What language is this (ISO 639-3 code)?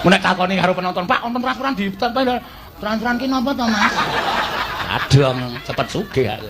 jav